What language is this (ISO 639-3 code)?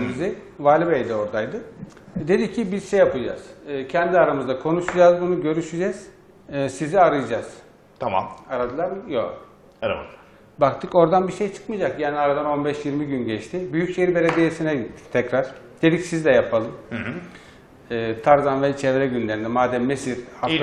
tur